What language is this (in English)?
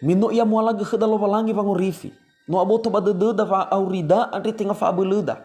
Nias